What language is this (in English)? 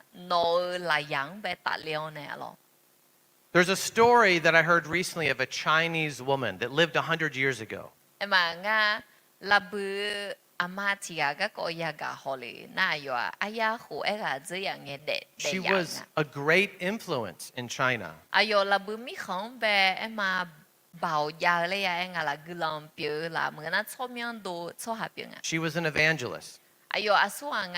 Akha